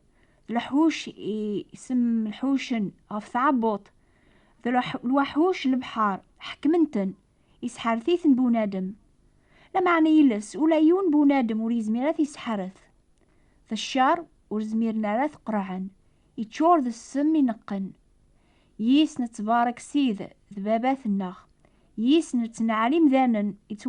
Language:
Kabyle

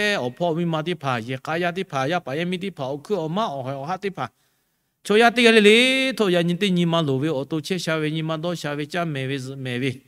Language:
Lahu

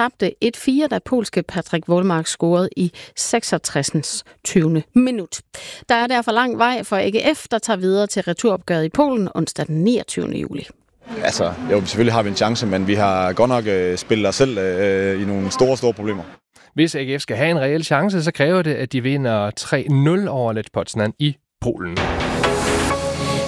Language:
Danish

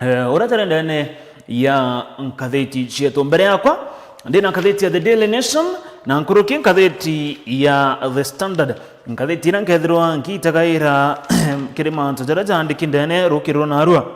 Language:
Meru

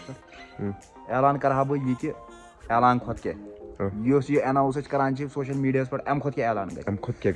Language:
Kashmiri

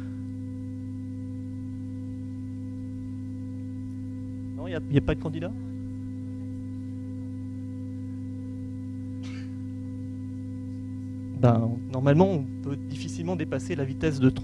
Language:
French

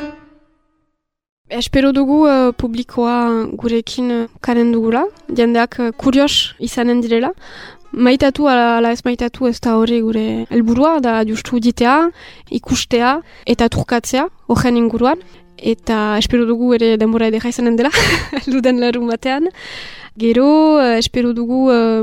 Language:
Basque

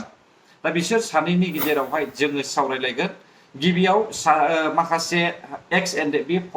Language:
Bodo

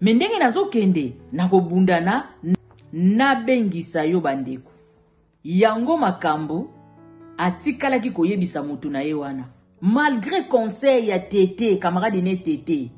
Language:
Lingala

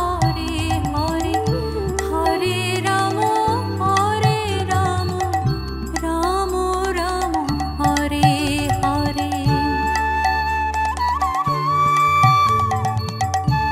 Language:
Bangla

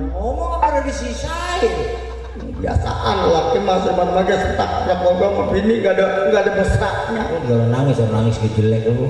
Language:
Betawi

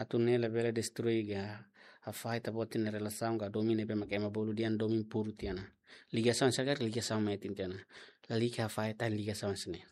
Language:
Tetum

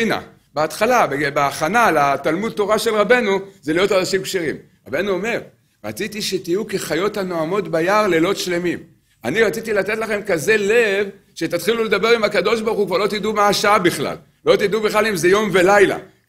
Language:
Hebrew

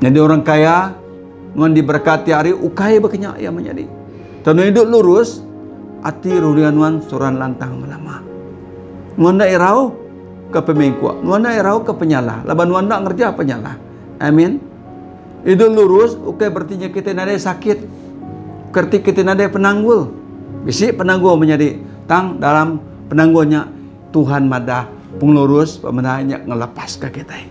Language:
Iban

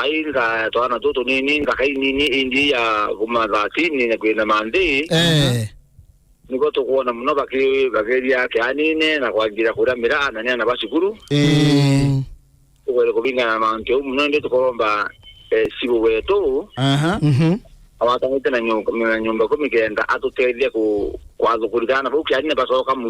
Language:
Meru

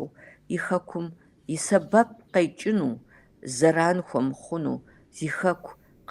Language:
Kabardian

